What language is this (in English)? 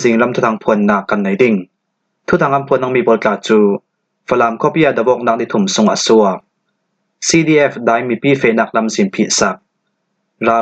Falam Chin